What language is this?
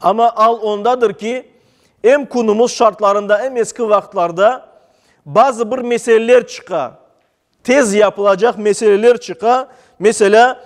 Crimean Tatar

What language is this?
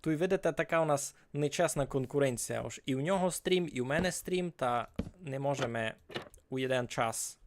Rusyn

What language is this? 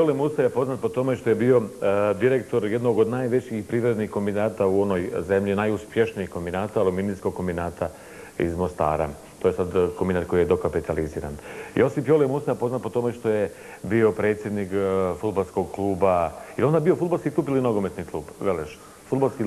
Bosnian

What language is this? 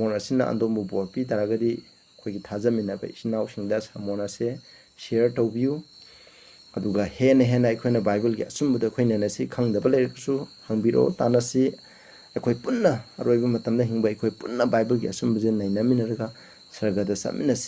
Manipuri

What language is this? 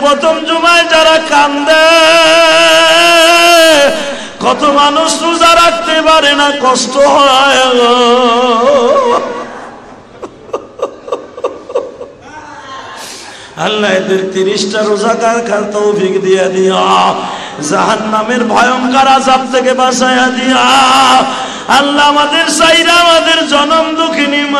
Bangla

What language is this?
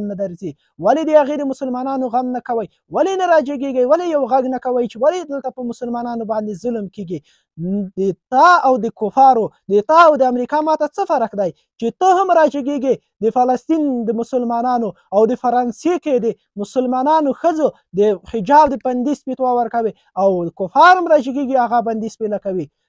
Pashto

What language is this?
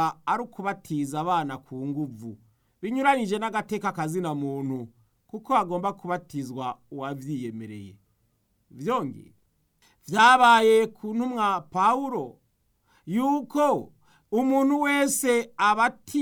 Rundi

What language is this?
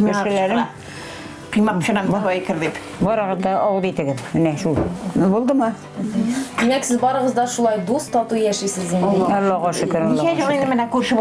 Tatar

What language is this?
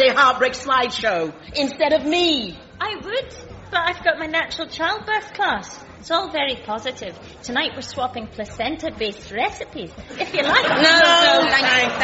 English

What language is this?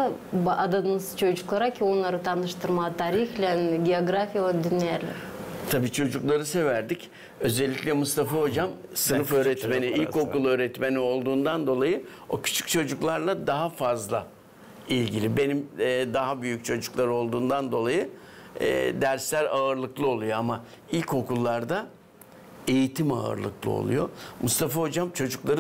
Gagauz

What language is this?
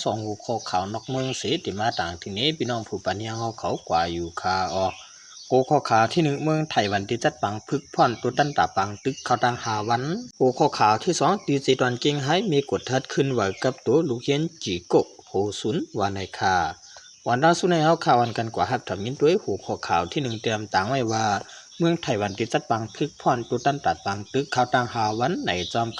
Shan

